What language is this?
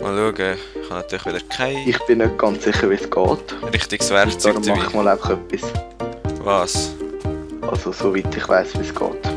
Swiss German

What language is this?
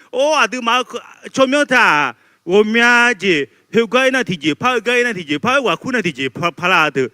Akha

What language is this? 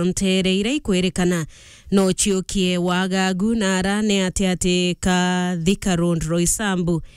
Meru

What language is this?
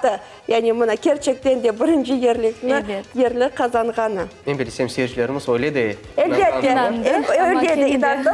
Crimean Tatar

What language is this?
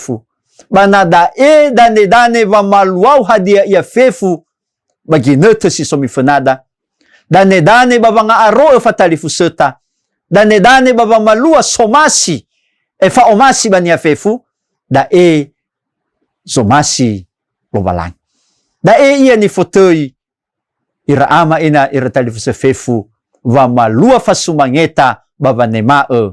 Nias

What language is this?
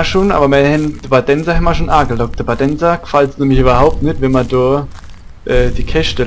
Palatine German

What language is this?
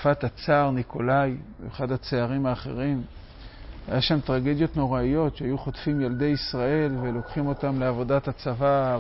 Hebrew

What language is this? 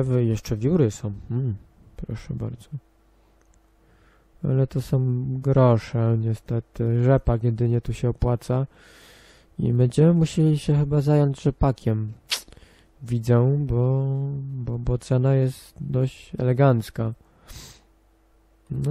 Polish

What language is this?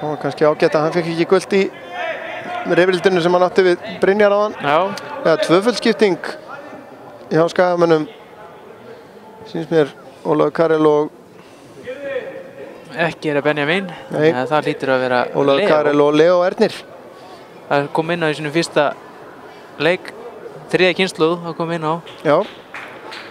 Icelandic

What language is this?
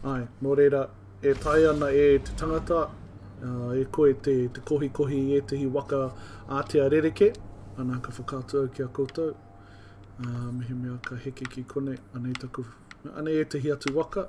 Māori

